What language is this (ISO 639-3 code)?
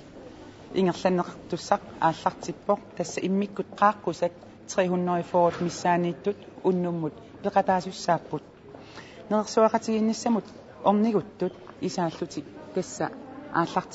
kal